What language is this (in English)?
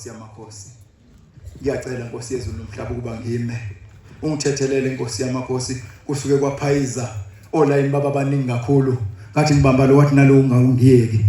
Zulu